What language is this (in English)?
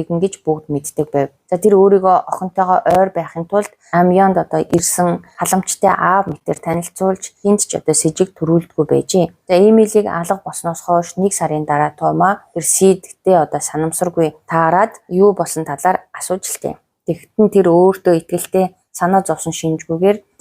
Mongolian